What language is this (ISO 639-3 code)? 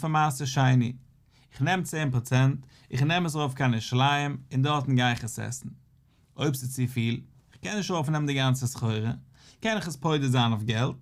yid